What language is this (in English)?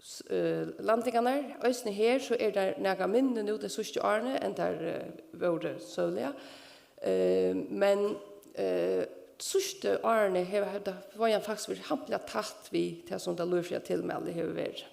Faroese